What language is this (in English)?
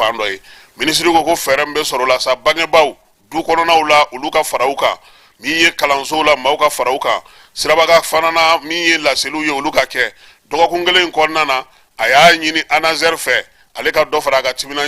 Bambara